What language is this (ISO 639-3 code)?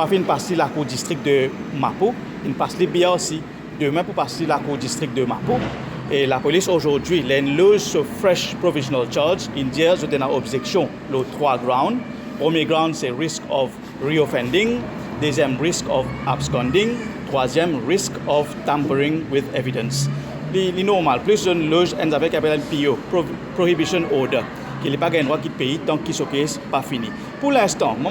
mfe